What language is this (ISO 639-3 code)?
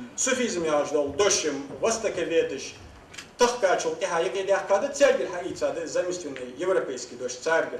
inh